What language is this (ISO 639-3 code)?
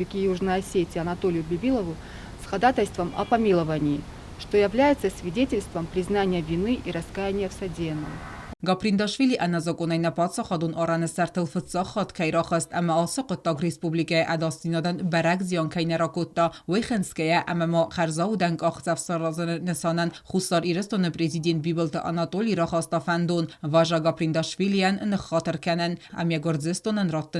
oss